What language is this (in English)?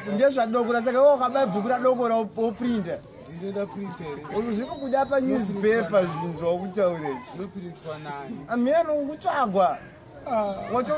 Shona